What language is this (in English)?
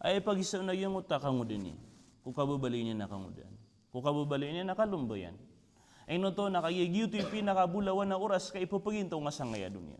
Maranao